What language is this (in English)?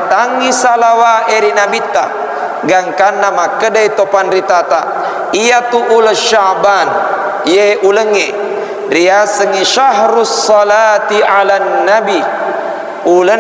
Buginese